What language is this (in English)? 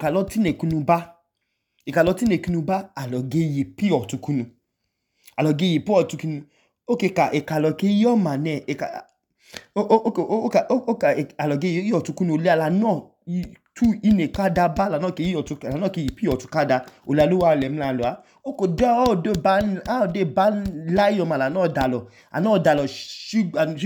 Idoma